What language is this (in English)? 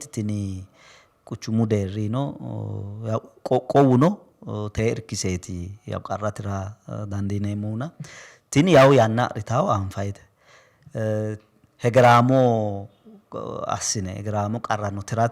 Sidamo